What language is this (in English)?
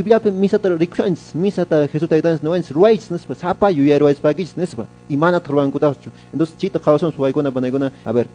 Quechua